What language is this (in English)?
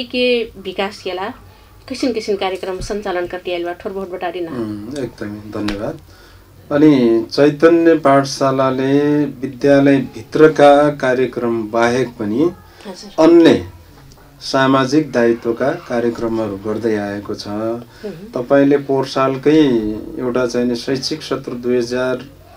Nepali